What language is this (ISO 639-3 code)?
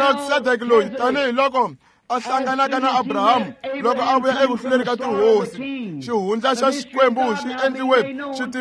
tso